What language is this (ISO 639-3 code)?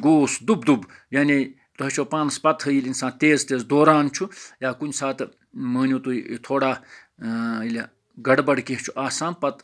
kas